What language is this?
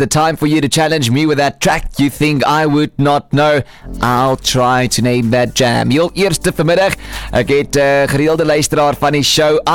Afrikaans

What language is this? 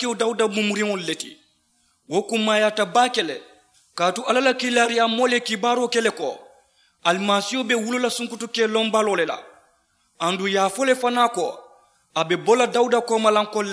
Mandingo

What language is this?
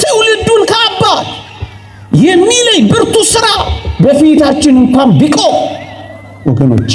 Amharic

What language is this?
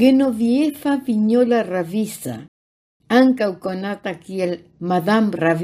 Esperanto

